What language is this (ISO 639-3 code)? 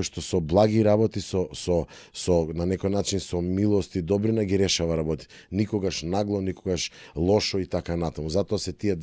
mkd